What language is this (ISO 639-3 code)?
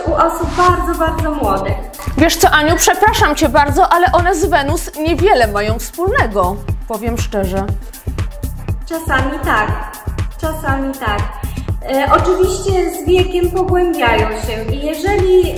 pol